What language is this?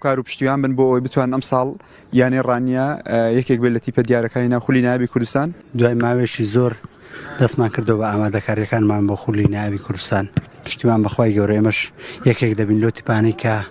Central Kurdish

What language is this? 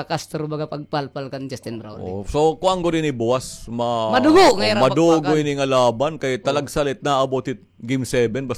Waray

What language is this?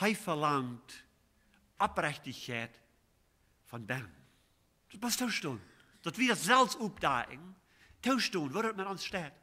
Plautdietsch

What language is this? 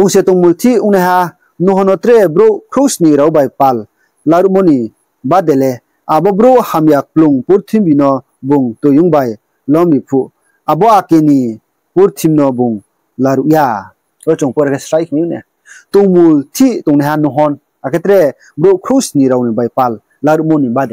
Riang (India)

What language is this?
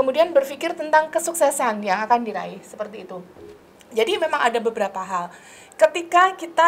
Indonesian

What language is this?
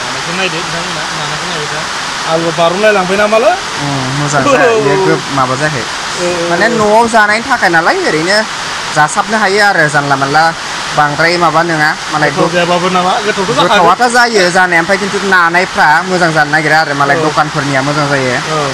Bodo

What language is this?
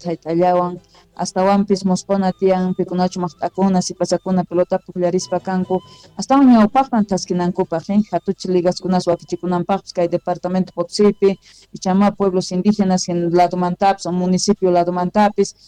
South Bolivian Quechua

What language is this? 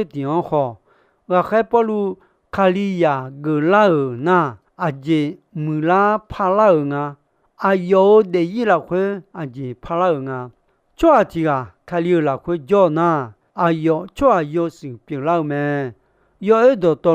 Akha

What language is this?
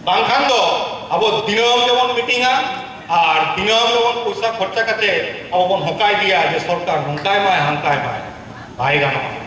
Santali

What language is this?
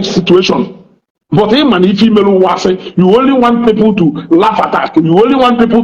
Igbo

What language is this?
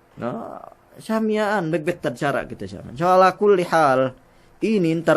Yakan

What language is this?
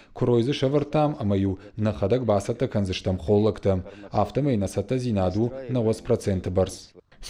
Ossetic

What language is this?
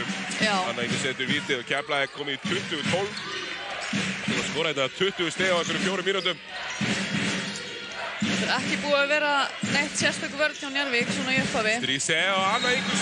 Icelandic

